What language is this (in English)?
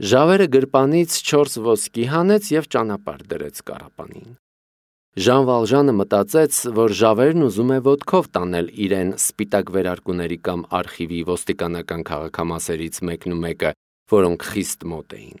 Armenian